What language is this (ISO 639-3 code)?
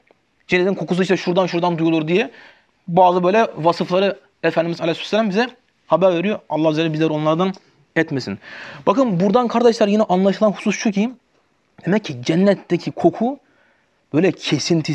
tur